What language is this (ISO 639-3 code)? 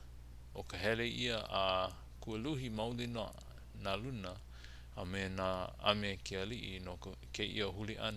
haw